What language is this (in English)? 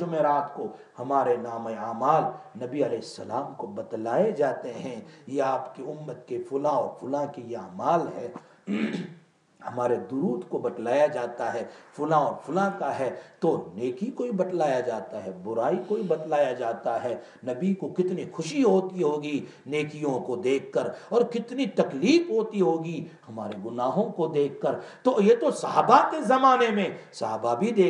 Urdu